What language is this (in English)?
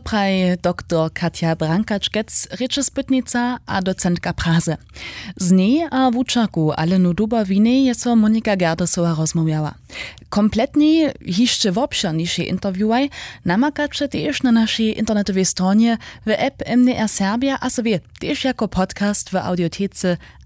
Upper Sorbian